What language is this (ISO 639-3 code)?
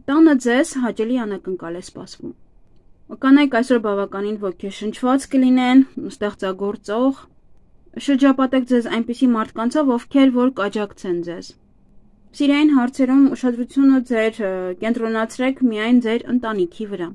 hye